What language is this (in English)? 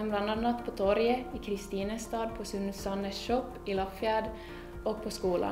Swedish